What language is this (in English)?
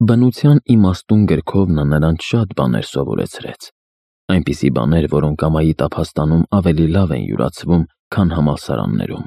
Armenian